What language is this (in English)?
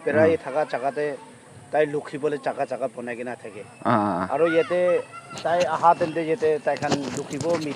Naga Pidgin